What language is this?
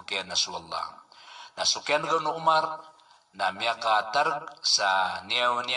Maranao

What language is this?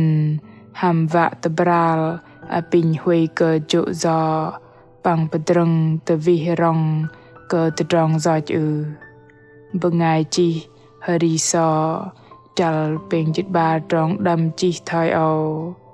Bahnar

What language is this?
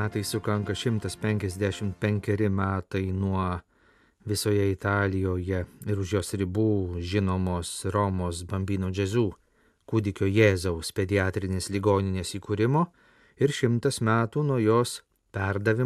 Lithuanian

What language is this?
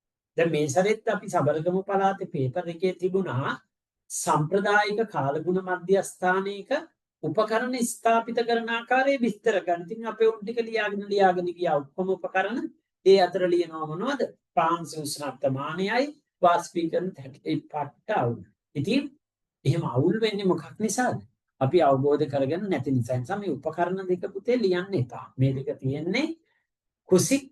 Sinhala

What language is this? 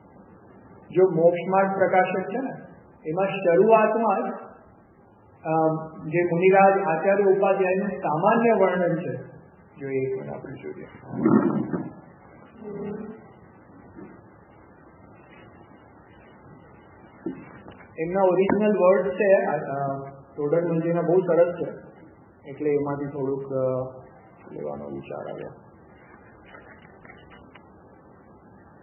Gujarati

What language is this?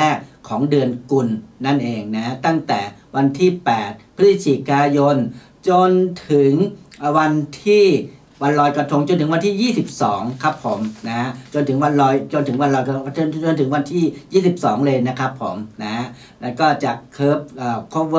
Thai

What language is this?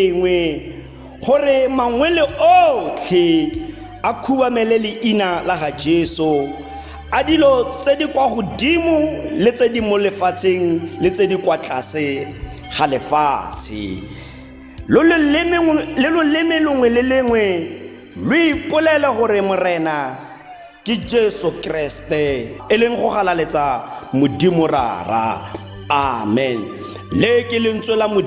Tswana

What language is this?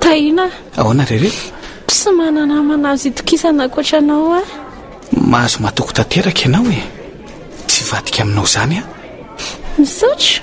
Malagasy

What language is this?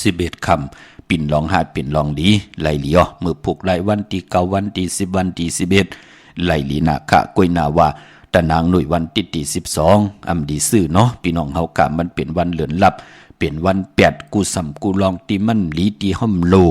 Shan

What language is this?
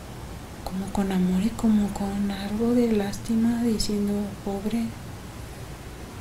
Spanish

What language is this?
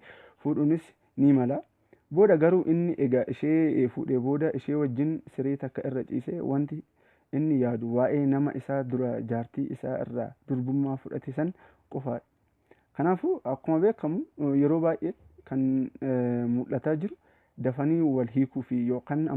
Oromo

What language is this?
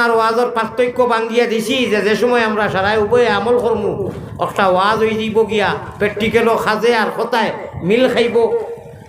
Sylheti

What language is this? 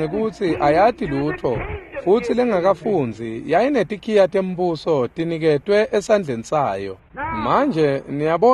Swati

